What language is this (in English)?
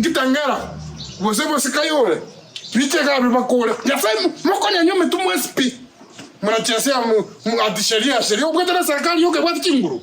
Gusii